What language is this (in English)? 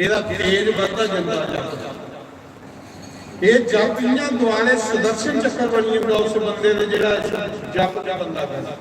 Dogri